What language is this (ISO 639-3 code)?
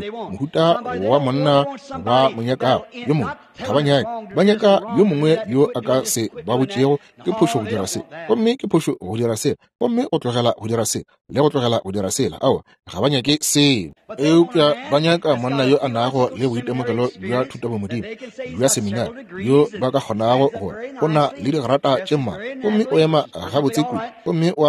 nso